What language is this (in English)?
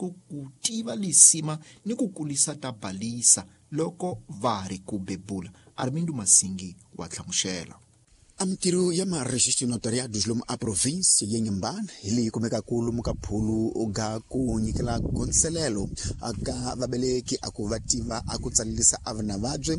Tsonga